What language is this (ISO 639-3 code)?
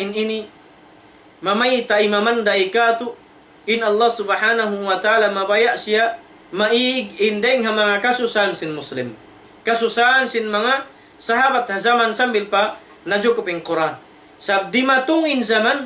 tsg